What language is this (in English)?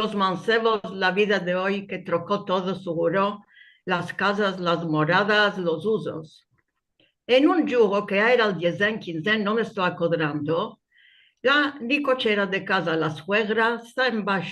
Ladino